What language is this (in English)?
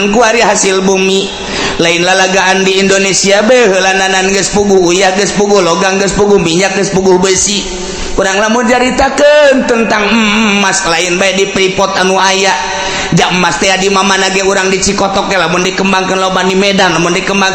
Sundanese